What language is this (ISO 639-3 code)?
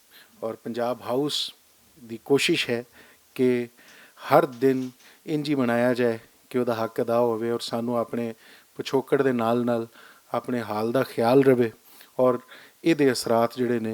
lah